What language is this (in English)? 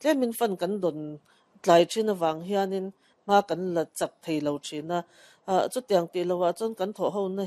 Mizo